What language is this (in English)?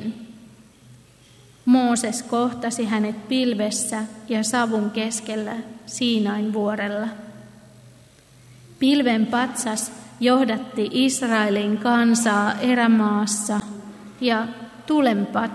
Finnish